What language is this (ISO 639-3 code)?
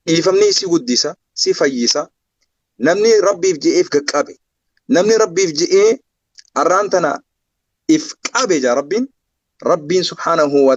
orm